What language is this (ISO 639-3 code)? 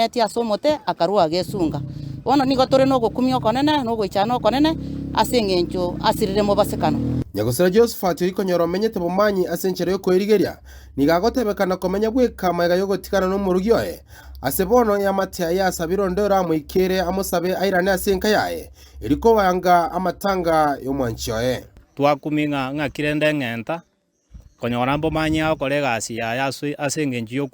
guz